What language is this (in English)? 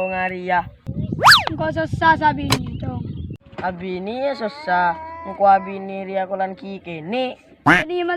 Madurese